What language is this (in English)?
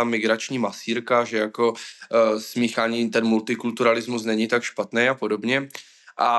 Czech